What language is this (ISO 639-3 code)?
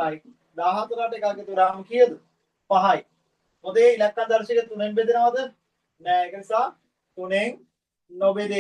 sin